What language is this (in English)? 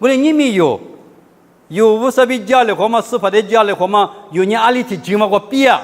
Lisu